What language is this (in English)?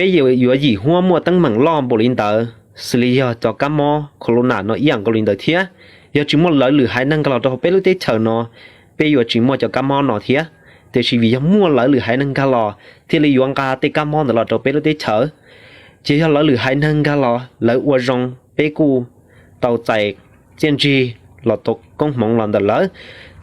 Hmong